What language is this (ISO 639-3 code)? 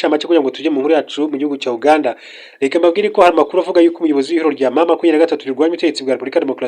kin